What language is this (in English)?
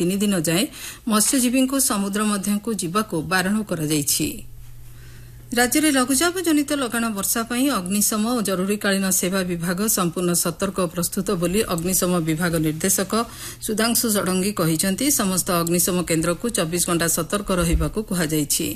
Odia